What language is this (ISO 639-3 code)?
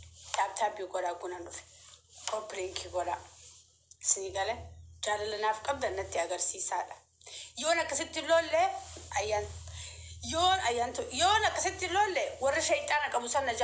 orm